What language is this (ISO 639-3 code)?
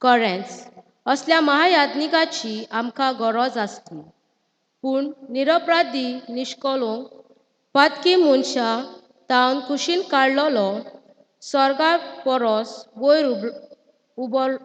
kok